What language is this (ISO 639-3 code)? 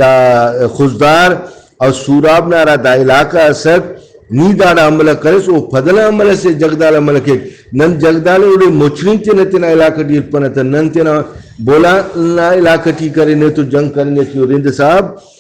brh